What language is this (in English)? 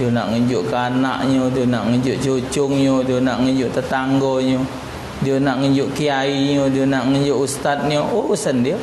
Musi